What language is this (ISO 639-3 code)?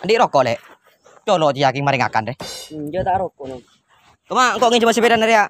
mad